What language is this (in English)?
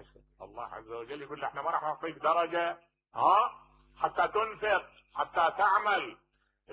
Mesopotamian Arabic